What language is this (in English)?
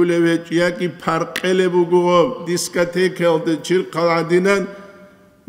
Avaric